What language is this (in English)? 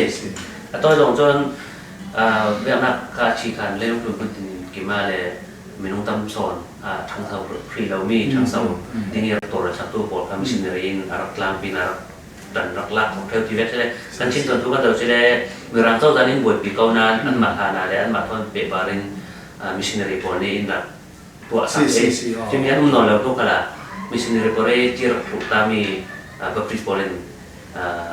Falam Chin